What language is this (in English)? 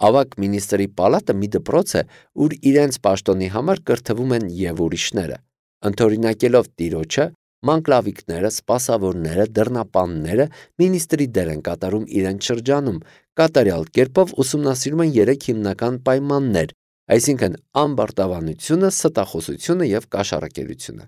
Armenian